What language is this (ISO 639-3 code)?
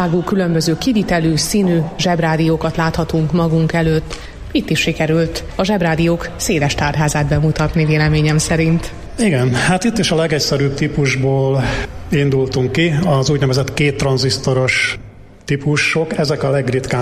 hun